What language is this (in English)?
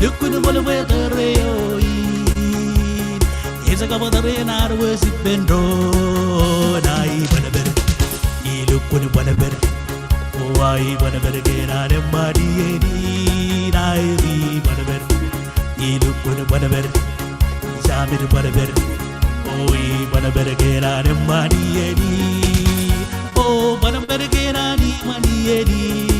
Marshallese